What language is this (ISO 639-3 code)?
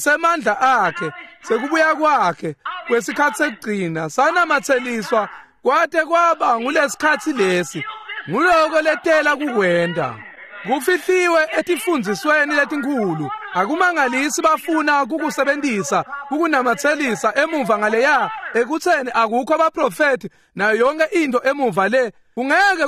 ssw